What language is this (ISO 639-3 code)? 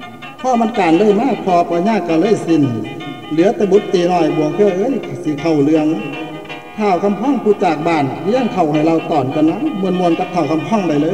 tts